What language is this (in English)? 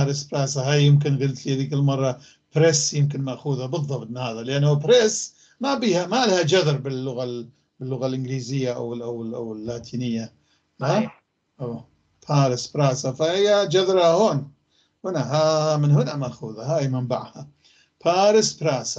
North Levantine Arabic